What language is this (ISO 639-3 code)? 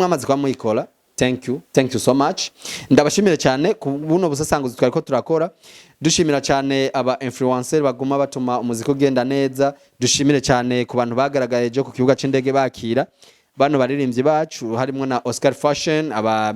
run